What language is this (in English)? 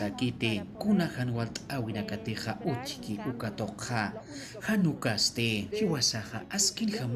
Aymara